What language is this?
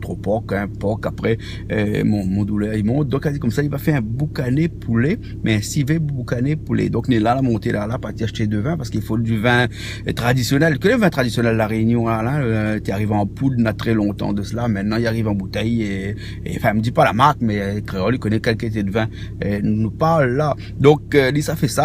Réunion Creole French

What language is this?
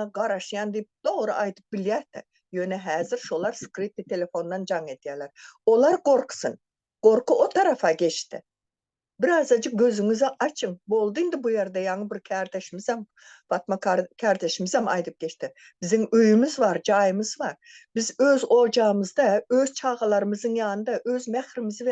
Turkmen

